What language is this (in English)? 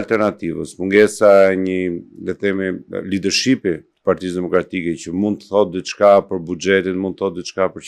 Albanian